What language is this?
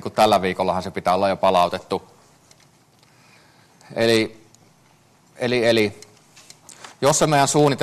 Finnish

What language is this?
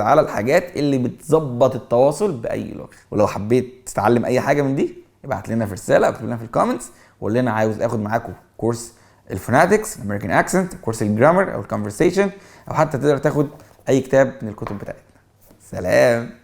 Egyptian Arabic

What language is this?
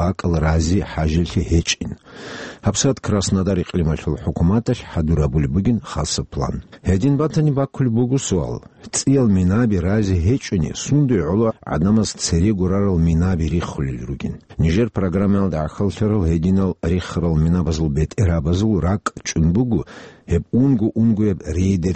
Avaric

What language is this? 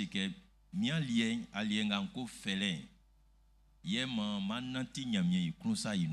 Baoulé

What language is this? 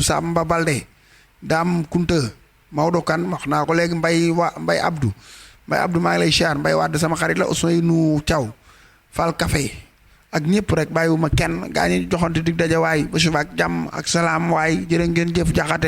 Wolof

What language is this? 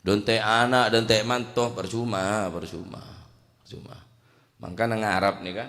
Madurese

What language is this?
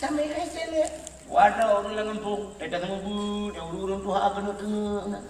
Achinese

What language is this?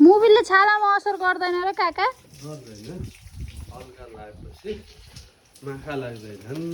Nepali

